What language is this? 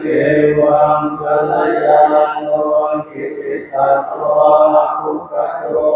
Pali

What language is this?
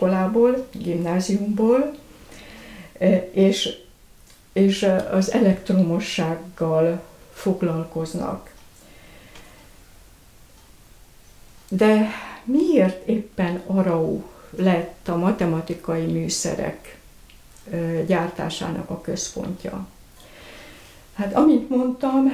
Hungarian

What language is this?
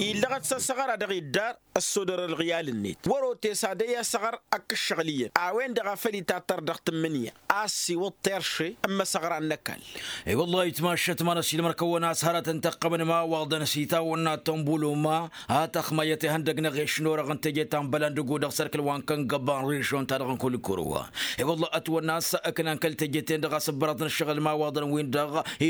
Tamasheq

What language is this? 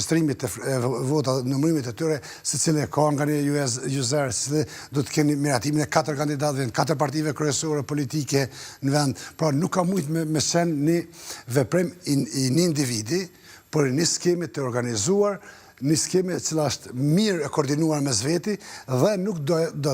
Albanian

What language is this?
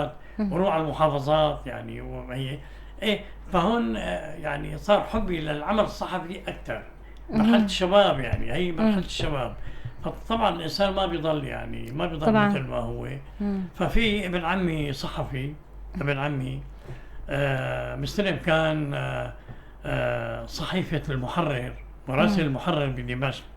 North Levantine Arabic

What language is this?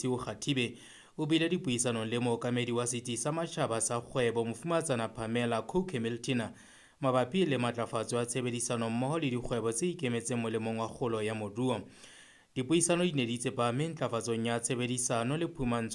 Southern Sotho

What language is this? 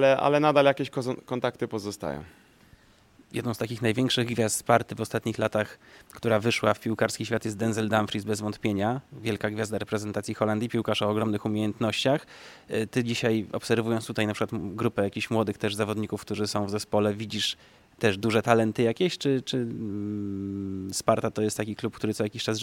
Polish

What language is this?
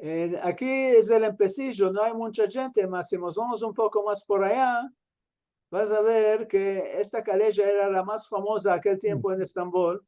Ladino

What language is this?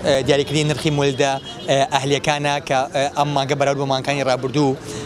Central Kurdish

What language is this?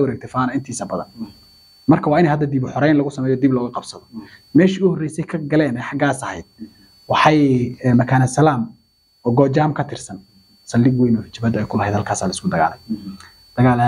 Somali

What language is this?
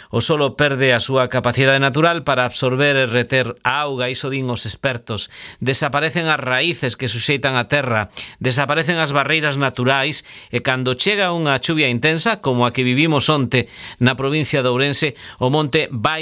Galician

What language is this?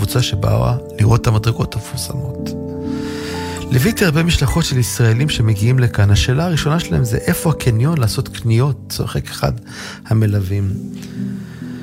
Hebrew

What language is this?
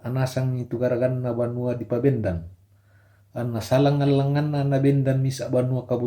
Toraja-Sa'dan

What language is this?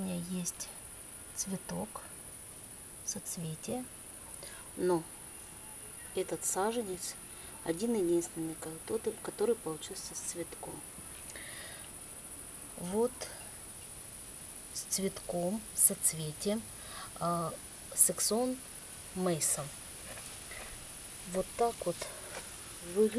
Russian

